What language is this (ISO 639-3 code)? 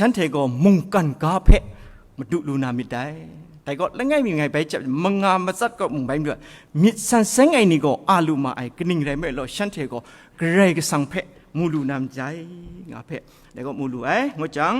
kac